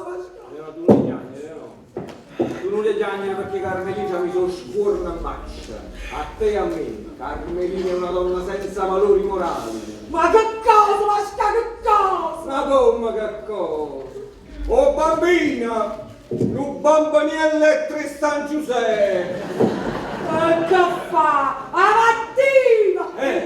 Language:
Neapolitan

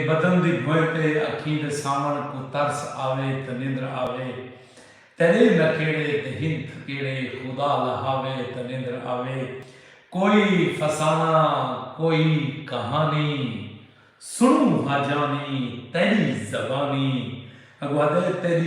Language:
Saraiki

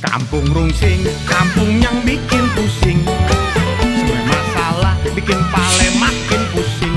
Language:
Betawi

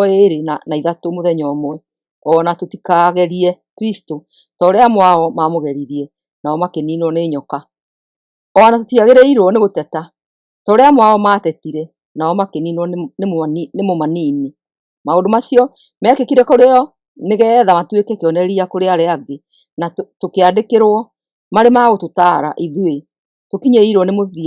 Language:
Kikuyu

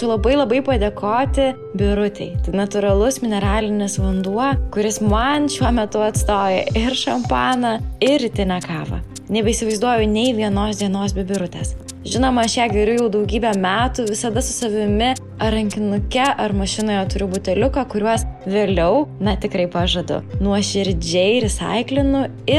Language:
Lithuanian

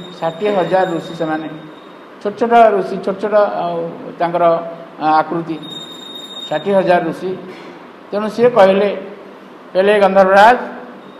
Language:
Odia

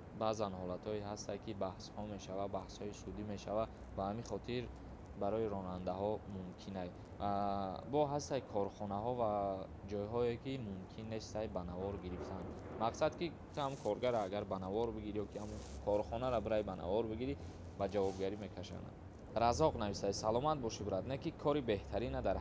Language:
Tajik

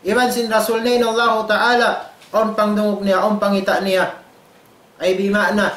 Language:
Tausug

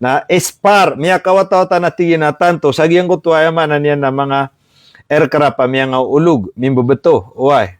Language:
Maranao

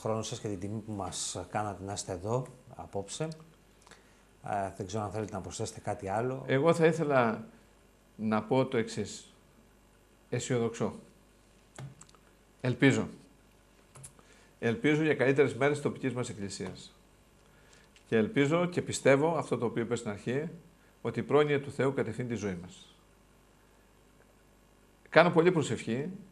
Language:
Greek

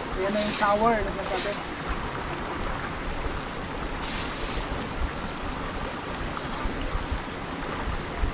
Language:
Filipino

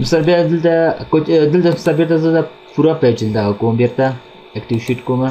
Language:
Pashto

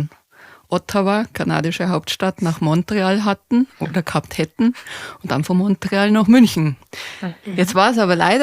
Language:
Bavarian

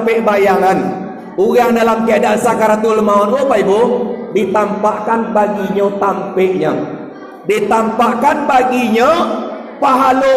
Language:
Minangkabau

